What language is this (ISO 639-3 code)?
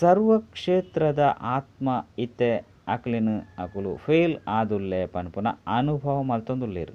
tcy